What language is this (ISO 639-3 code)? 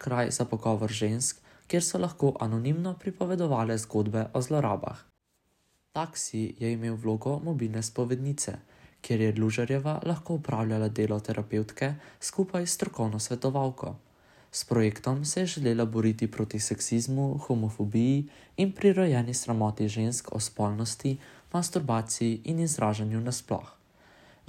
slv